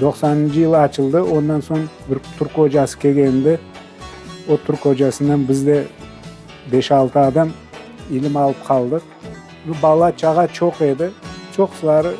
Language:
Crimean Tatar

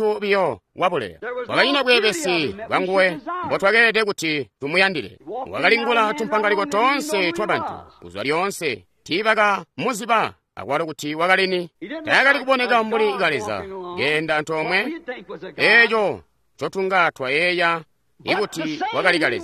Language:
Tonga (Zambia)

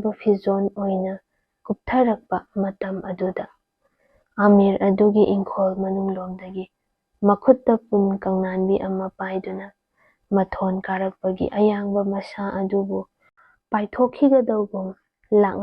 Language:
Manipuri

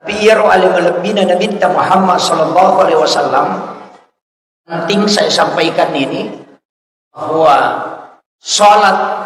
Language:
Buginese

